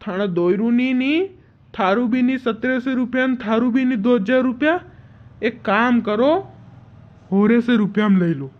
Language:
Rajasthani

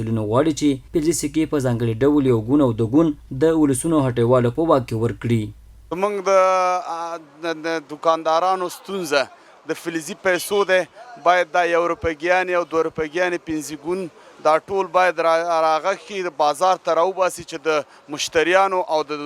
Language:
Pashto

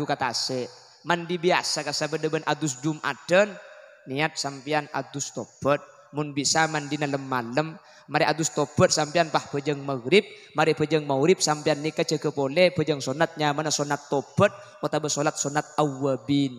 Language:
Madurese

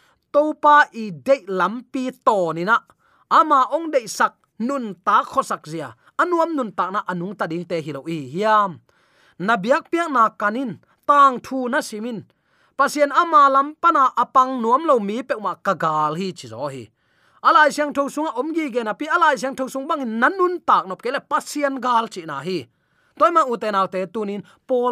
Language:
Tedim Chin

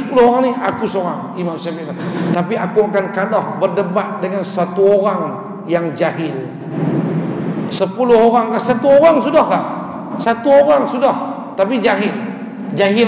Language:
Malay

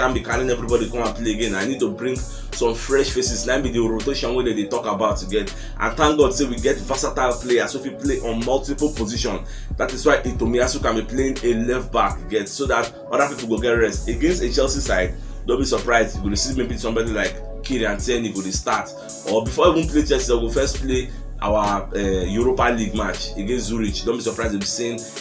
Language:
Nigerian Pidgin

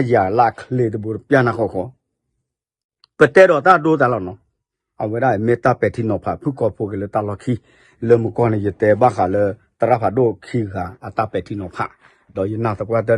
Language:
S'gaw Karen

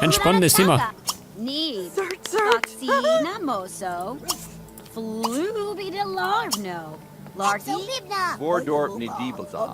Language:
Bavarian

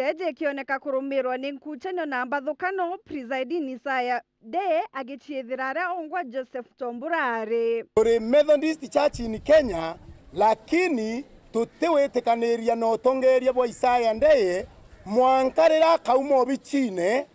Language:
Meru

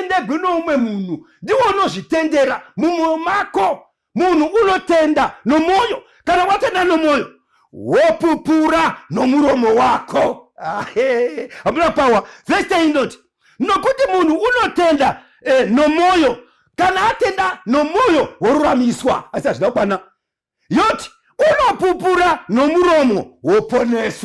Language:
Shona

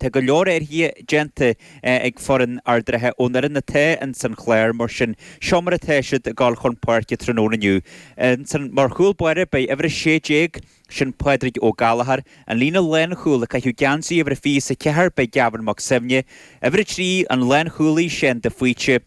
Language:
Irish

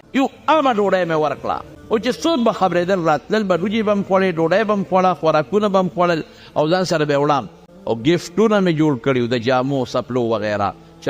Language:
Pashto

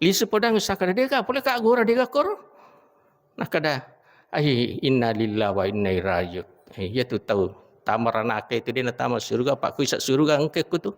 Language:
Buginese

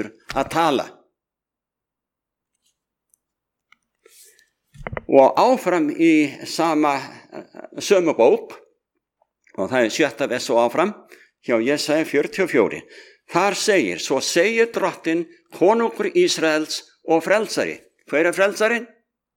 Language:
Icelandic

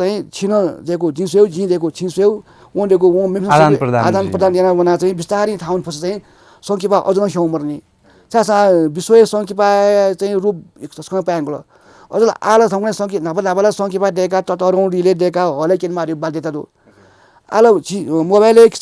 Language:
Newari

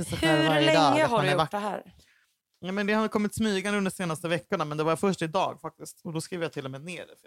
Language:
Swedish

